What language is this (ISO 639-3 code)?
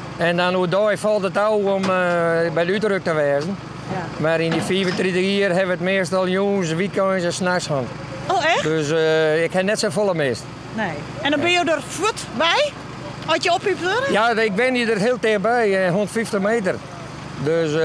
fry